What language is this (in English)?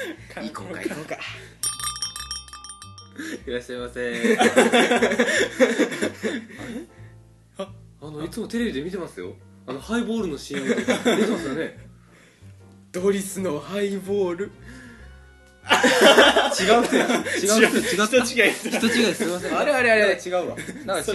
Japanese